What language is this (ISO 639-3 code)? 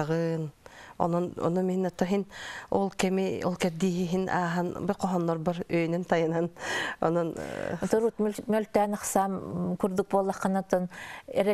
sah